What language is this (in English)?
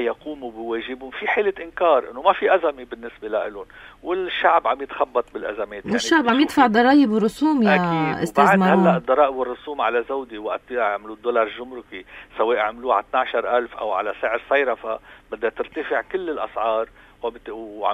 North Levantine Arabic